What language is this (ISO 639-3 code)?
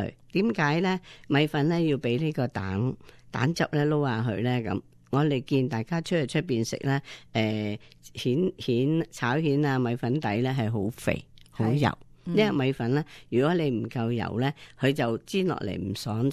yue